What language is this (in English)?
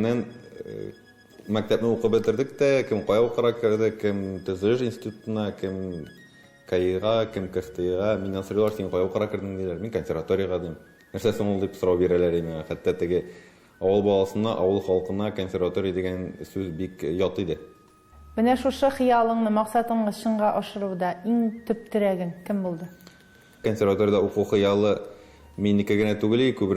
Tatar